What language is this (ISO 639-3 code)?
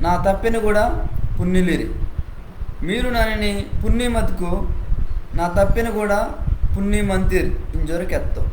kff